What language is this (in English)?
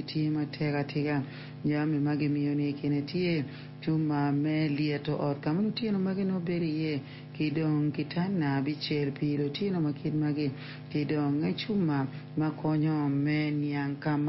Acoli